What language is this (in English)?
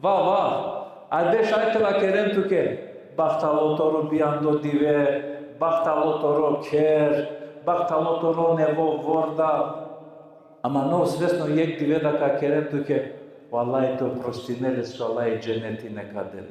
Balkan Romani